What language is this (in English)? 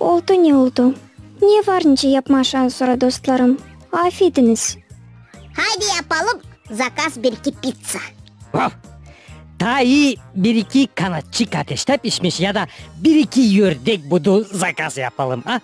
Gagauz